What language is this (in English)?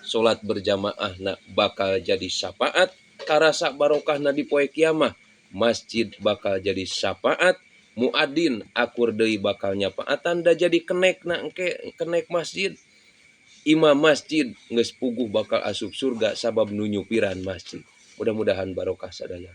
Sundanese